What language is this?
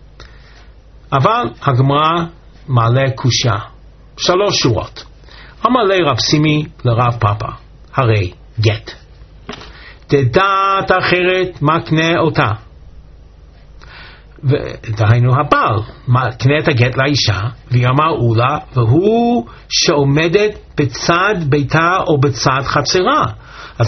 Hebrew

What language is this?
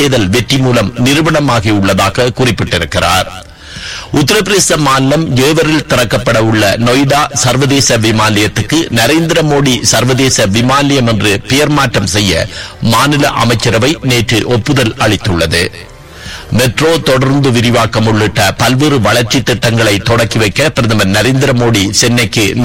Tamil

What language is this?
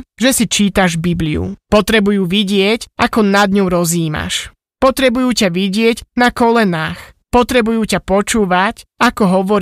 Slovak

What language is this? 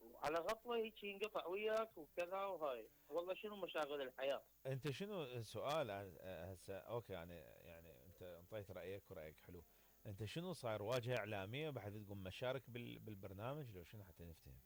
Mesopotamian Arabic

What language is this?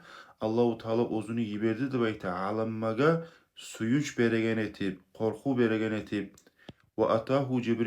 Kumyk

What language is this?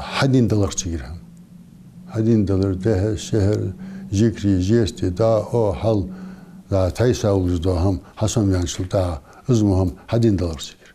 Ingush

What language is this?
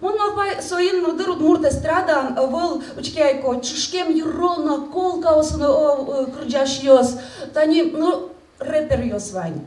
Udmurt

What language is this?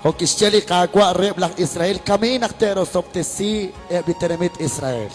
Kekchí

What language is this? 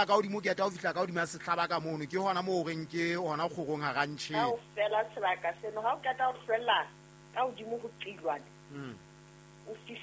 Southern Sotho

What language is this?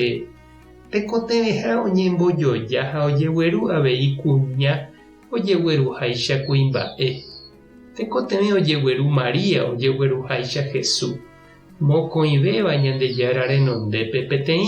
Guarani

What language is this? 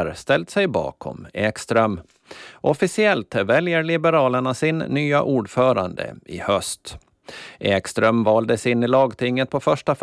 Swedish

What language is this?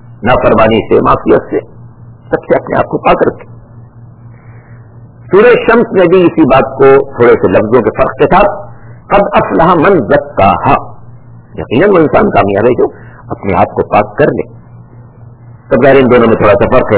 Urdu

